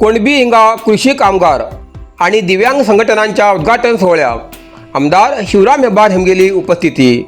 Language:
Konkani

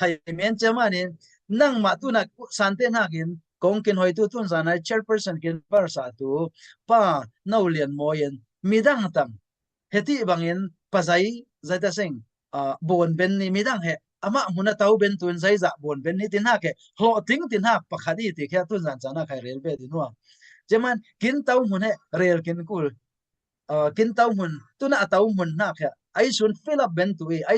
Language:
Falam Chin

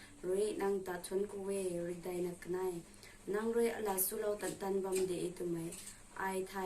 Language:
Rongmei Naga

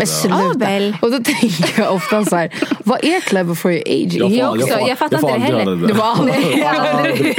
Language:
Swedish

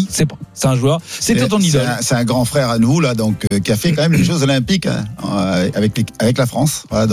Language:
French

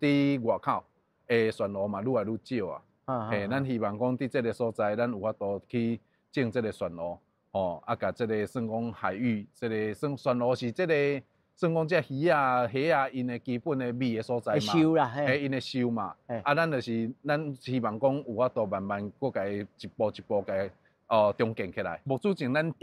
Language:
Min Nan Chinese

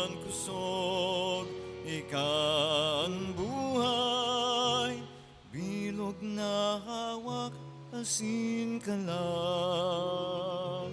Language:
Bikol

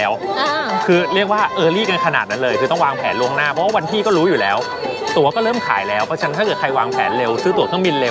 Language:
Thai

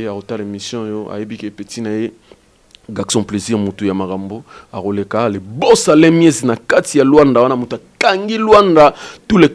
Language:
Lingala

